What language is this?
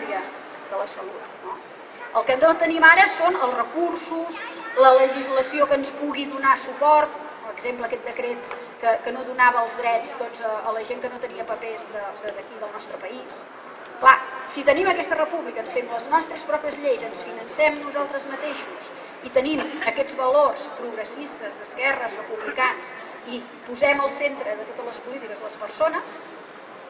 Catalan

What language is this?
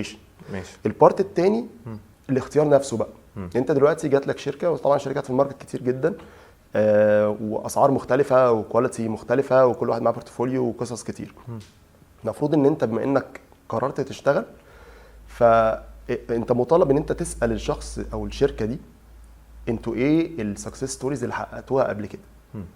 Egyptian Arabic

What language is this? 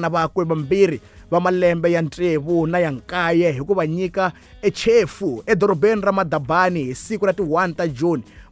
Tsonga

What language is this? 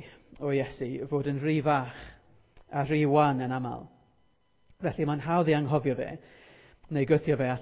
Welsh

